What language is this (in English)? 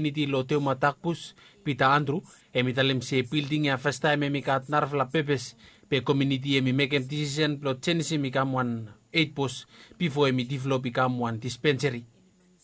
Bislama